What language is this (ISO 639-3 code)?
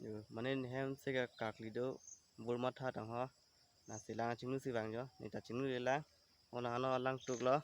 mjw